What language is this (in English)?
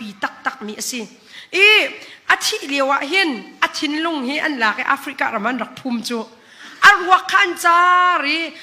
Hakha Chin